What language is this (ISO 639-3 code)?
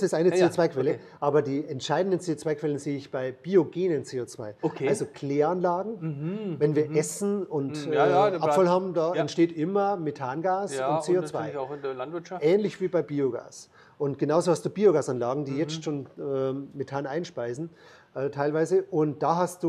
deu